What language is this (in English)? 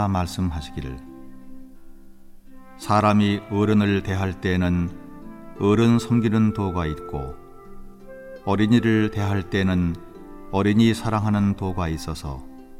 Korean